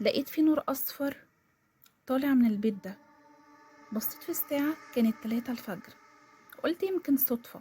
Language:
Egyptian Arabic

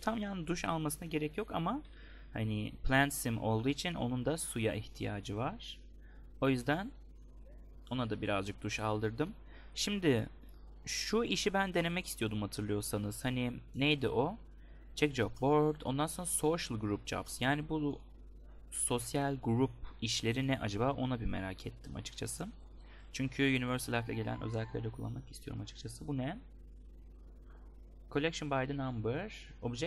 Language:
Turkish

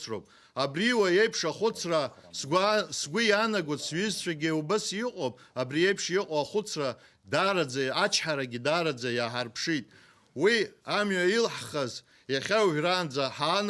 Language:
Abkhazian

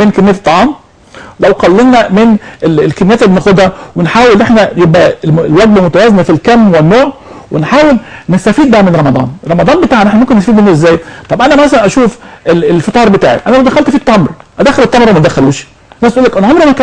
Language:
Egyptian Arabic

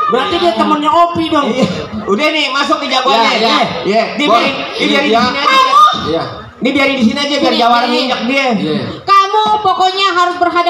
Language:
Betawi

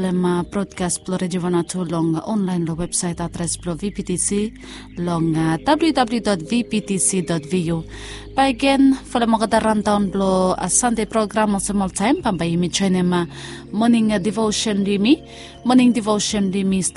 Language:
Bislama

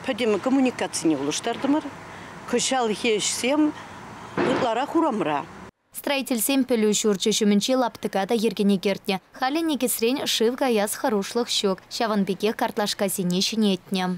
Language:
Chuvash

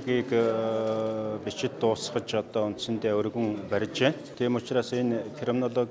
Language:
Mongolian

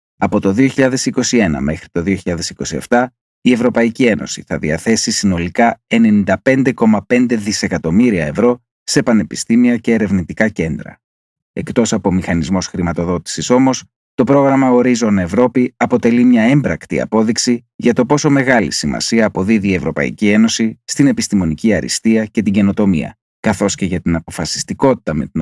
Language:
Greek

